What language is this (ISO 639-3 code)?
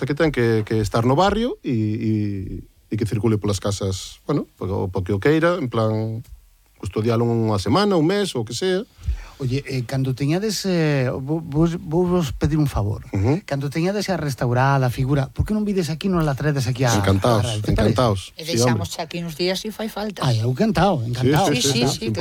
glg